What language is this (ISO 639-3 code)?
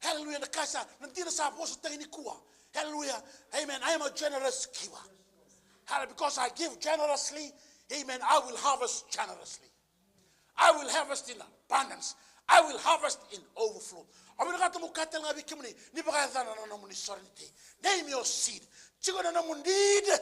fij